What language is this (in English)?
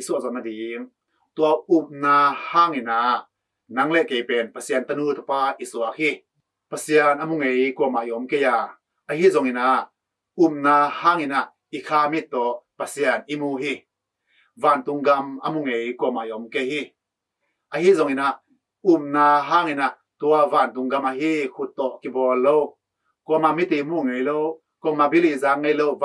Tedim Chin